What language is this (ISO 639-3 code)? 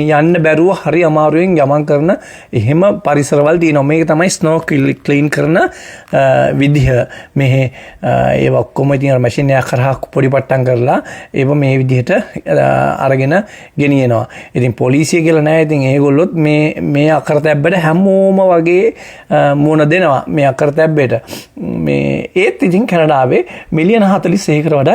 sin